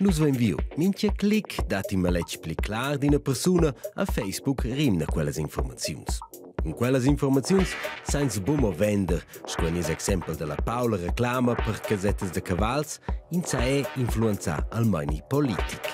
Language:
Romansh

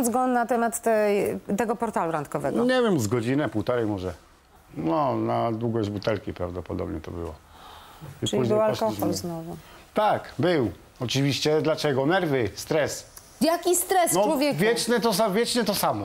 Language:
Polish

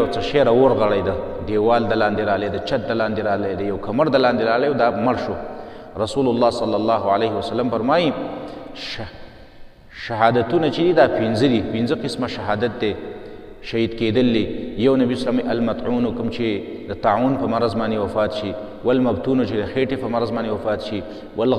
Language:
Pashto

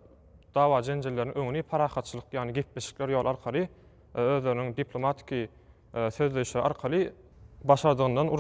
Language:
Turkmen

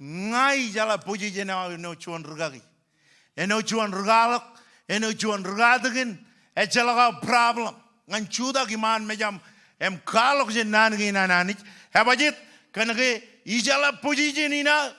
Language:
Marshallese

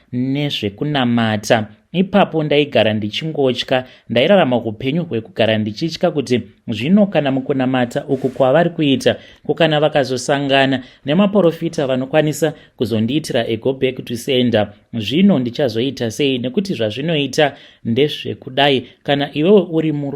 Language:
Shona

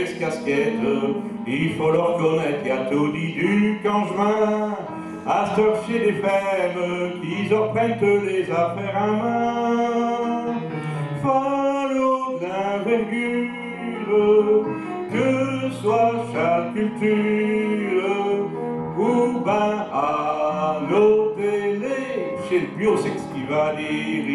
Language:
Picard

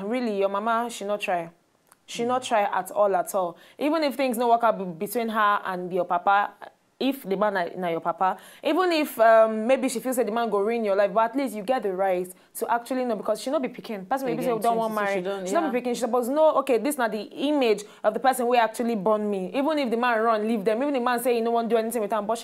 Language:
Nigerian Pidgin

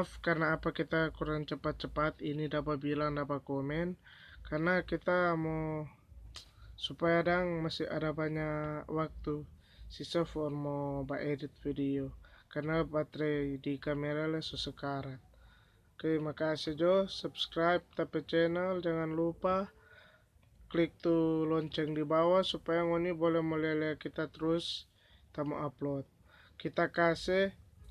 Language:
Manado Malay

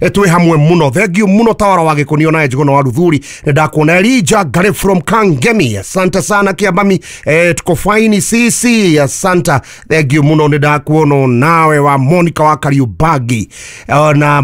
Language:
Kikuyu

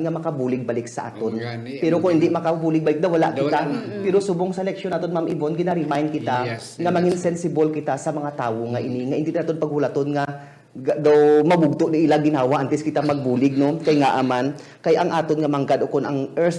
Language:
Hiligaynon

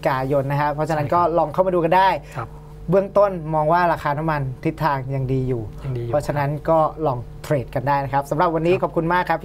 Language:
Thai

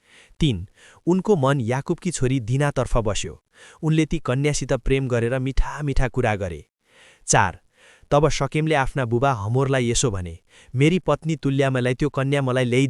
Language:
Nepali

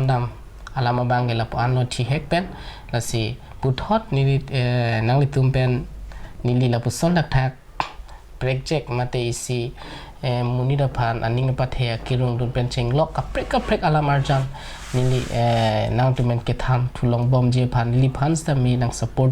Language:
Karbi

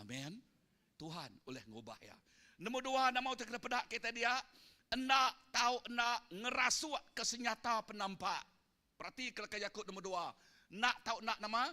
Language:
Iban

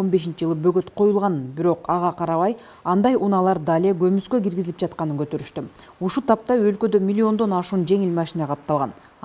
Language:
Kyrgyz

